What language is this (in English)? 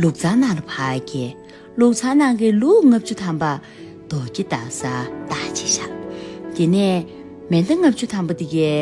Tibetan